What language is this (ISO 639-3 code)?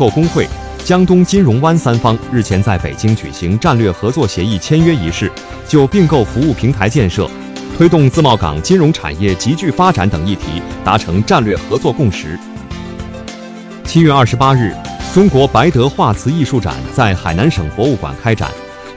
zho